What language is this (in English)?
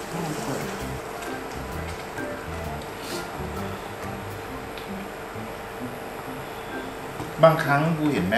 Thai